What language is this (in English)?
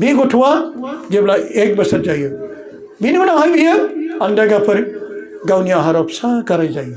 Bodo